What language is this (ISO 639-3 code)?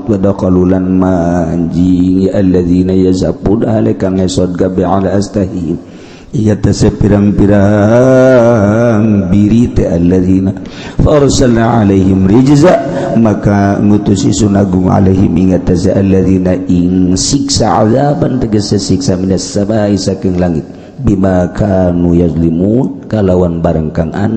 sun